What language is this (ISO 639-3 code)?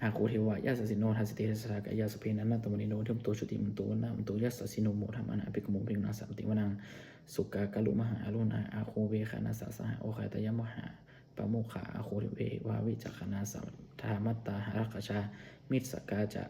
pli